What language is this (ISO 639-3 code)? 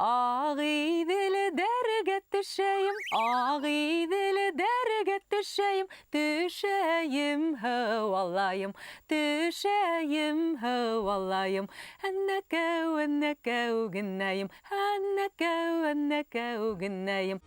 bak